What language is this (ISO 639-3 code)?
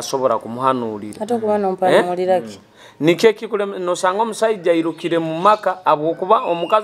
nyo